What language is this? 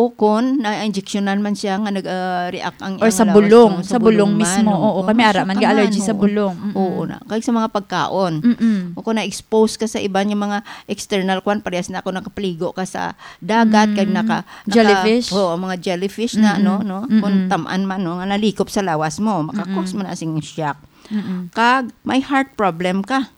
Hiligaynon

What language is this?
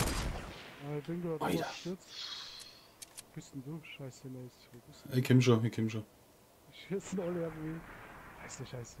Bavarian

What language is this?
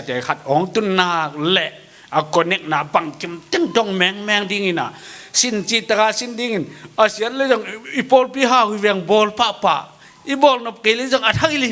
Tedim Chin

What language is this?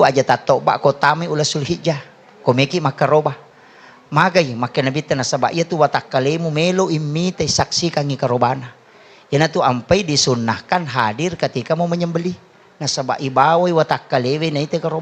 Buginese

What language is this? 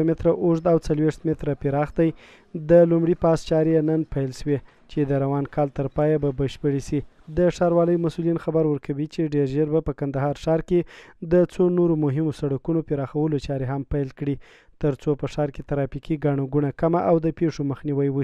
Pashto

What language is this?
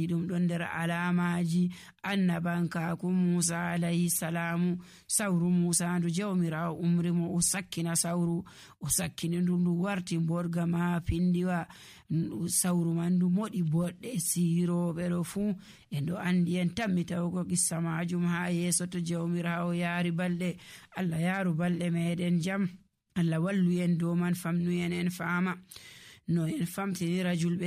Nigerian Fulfulde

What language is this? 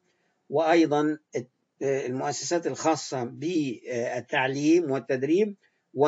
Arabic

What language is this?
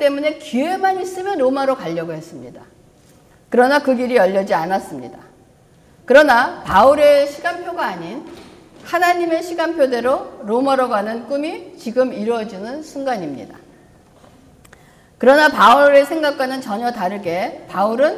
Korean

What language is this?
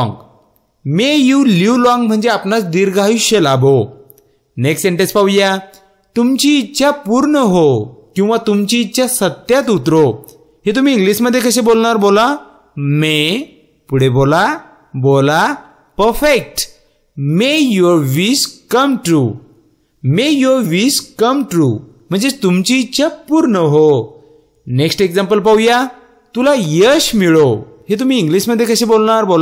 Marathi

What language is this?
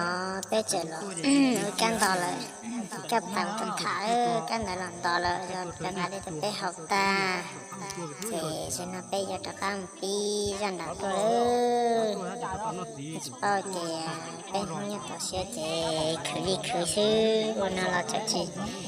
Hmong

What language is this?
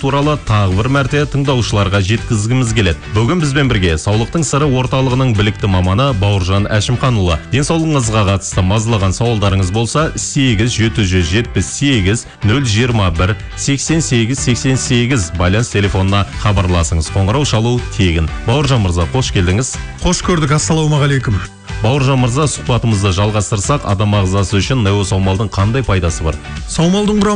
Kazakh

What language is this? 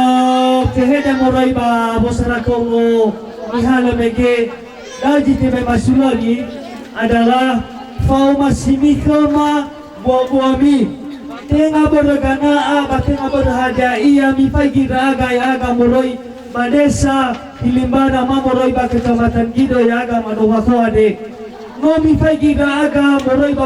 Nias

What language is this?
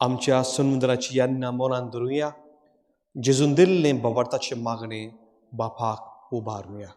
Konkani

